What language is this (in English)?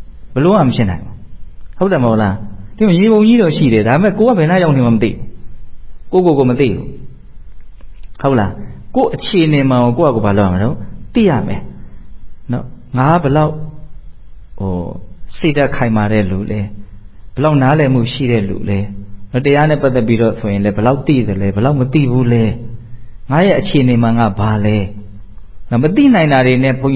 Burmese